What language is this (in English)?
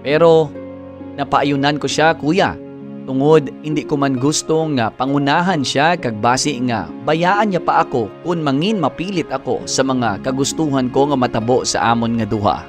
Hiligaynon